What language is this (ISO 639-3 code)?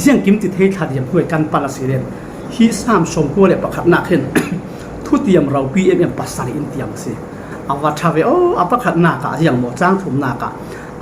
cfm